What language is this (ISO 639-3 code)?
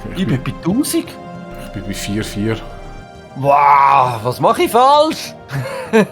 gsw